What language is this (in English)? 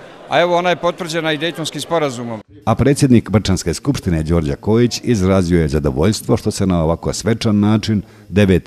Bosnian